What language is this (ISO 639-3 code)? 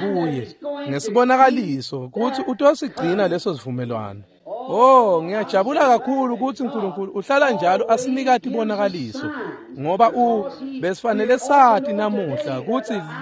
ssw